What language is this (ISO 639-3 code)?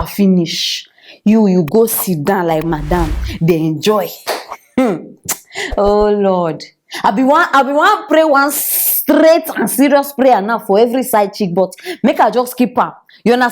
pcm